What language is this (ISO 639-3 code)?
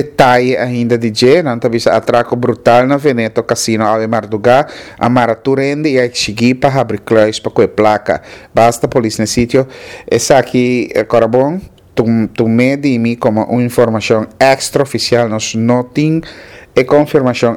pap